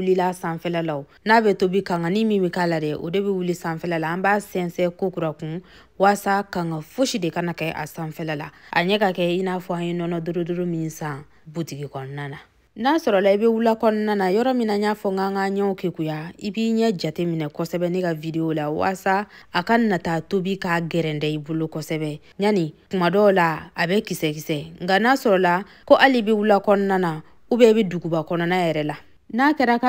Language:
Bambara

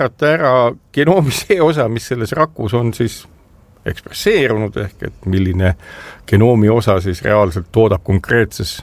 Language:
Estonian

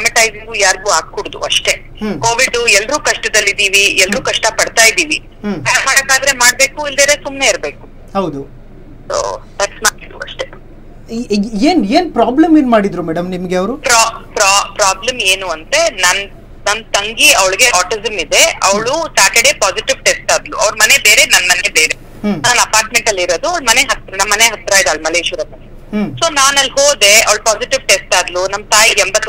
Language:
Kannada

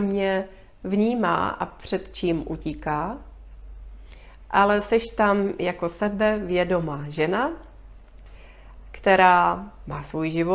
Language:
Czech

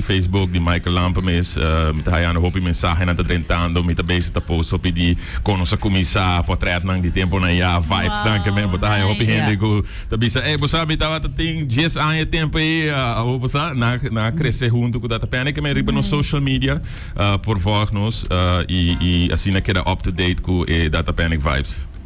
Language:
Papiamento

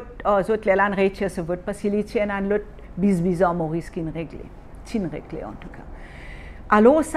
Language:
Morisyen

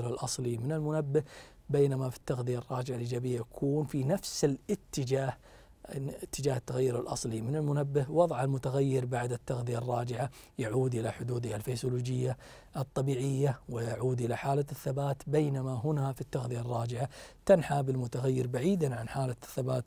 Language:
Arabic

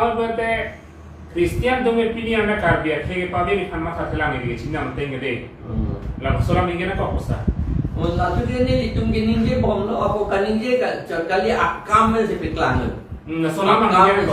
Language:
Karbi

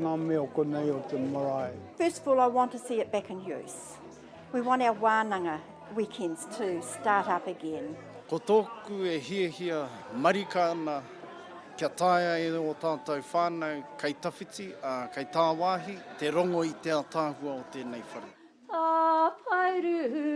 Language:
Māori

